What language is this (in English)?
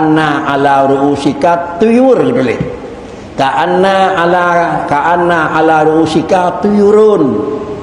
Achinese